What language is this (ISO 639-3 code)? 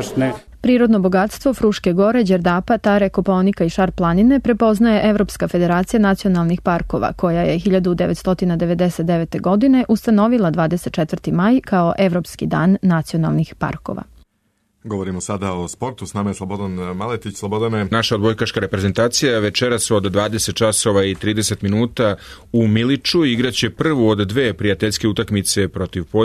srp